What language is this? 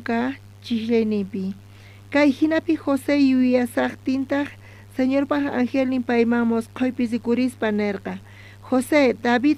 South Bolivian Quechua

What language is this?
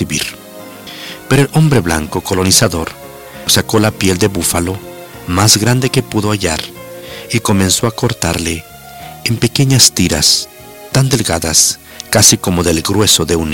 Spanish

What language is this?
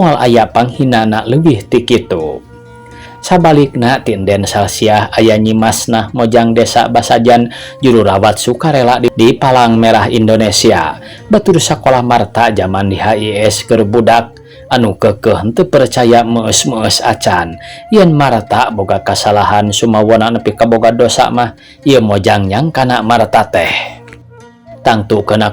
Sundanese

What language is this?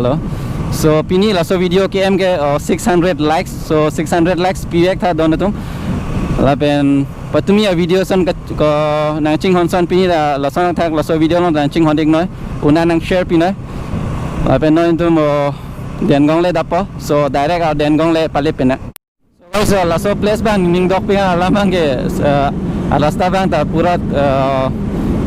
Karbi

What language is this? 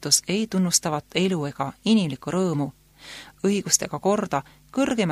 Estonian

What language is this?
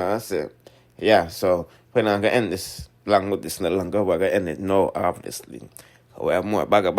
Jamaican Creole English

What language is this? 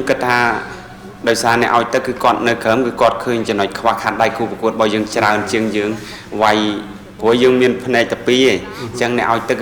Khmer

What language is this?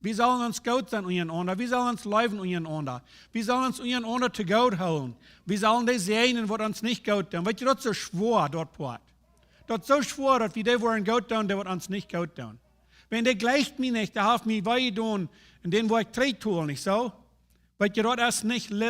Plautdietsch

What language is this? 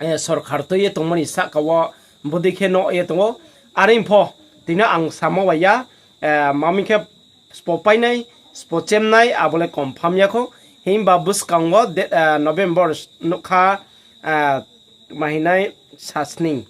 Riang (India)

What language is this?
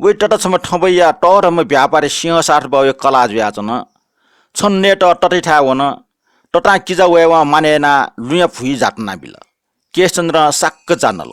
Newari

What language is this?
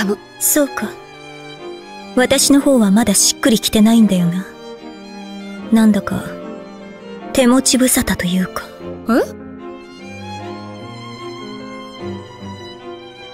Japanese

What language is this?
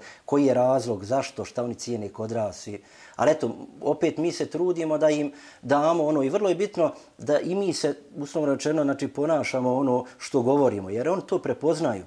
Bosnian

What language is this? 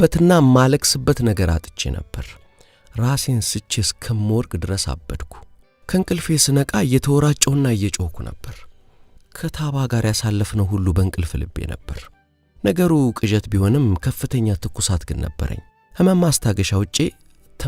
Amharic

